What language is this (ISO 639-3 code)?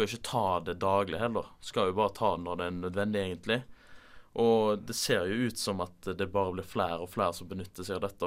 nor